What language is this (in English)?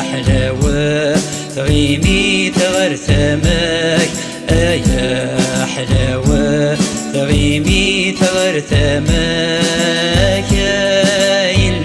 Kabyle